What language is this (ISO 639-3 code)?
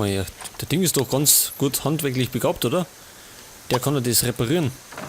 bar